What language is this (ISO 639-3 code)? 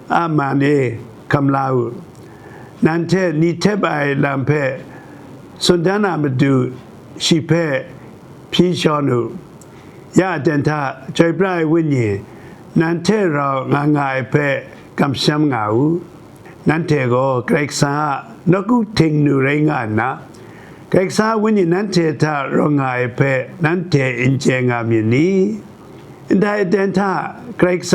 kac